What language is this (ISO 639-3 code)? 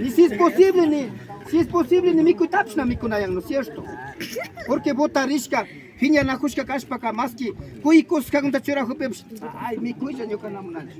qvi